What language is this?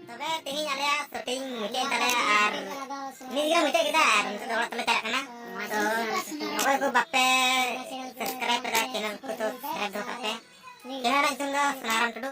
Santali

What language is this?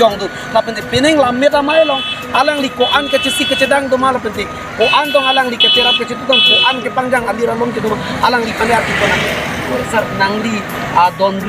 Karbi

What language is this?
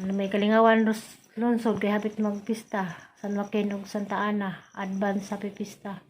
Cebuano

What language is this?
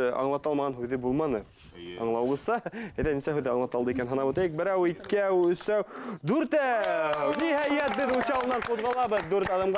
Bashkir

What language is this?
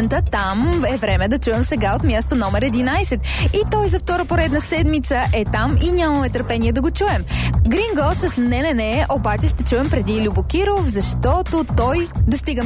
Bulgarian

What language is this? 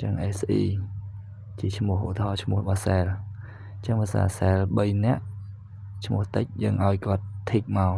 Khmer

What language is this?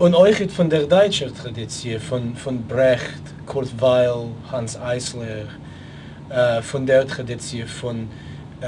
Yiddish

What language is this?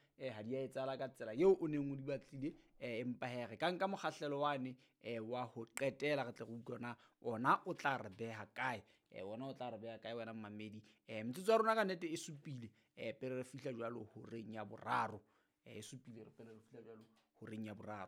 Southern Sotho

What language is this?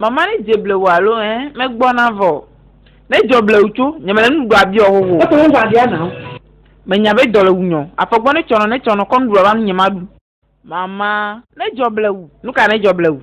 Ewe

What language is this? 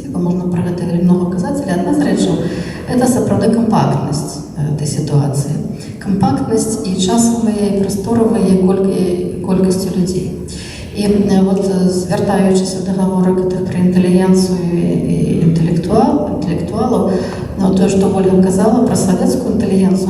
Belarusian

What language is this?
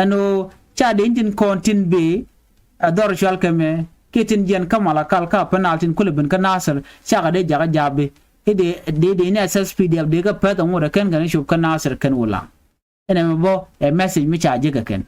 Nuer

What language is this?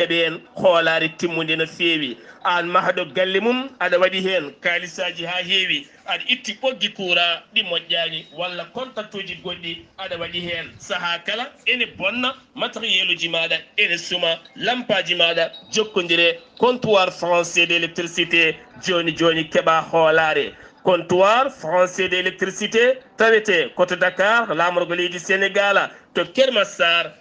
Fula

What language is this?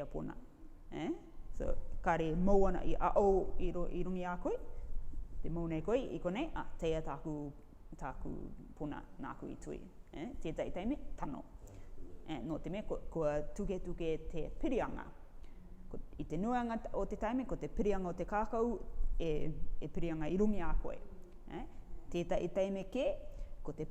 Rarotongan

